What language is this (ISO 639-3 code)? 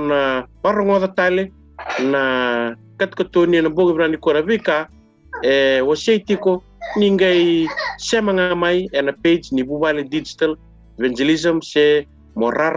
fij